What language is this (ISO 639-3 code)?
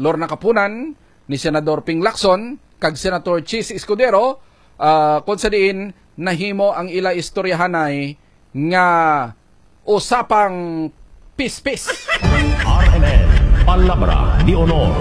hil